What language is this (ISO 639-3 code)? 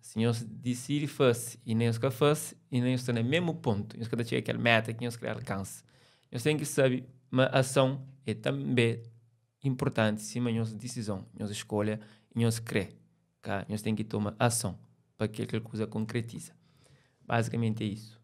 kea